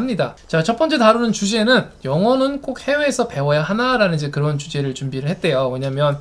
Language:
Korean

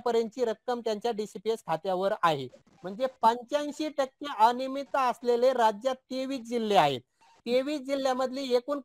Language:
Marathi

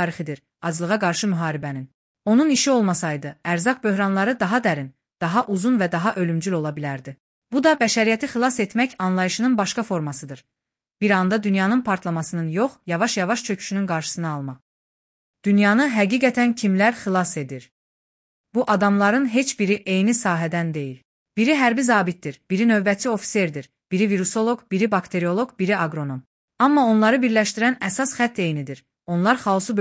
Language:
Azerbaijani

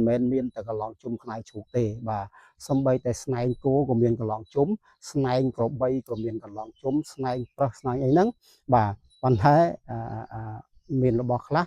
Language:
Khmer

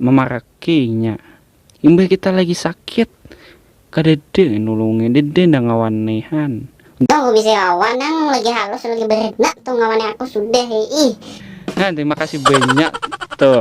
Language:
Banjar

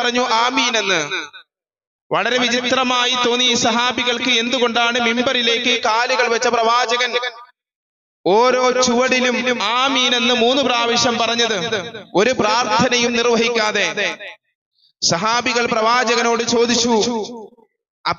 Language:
Malayalam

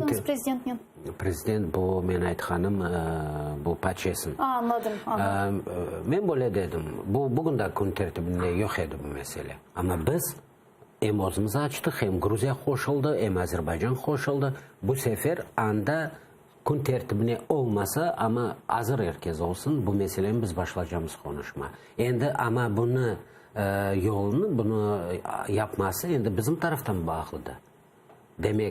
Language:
Crimean Tatar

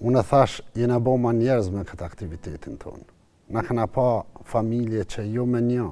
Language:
Albanian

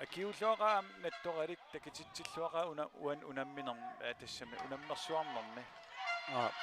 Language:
Kalaallisut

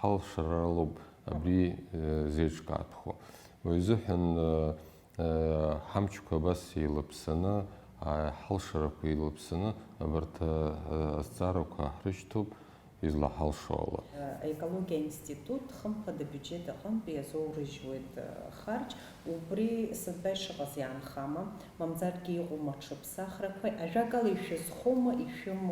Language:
Abkhazian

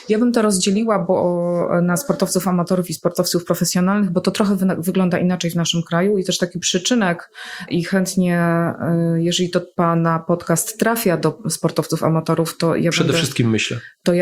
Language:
Polish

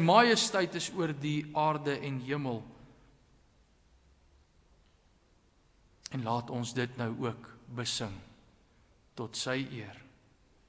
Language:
Afrikaans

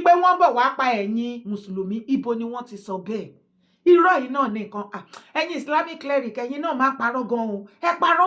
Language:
Yoruba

